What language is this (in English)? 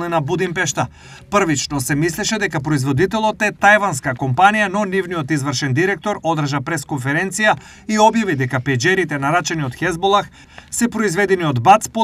Macedonian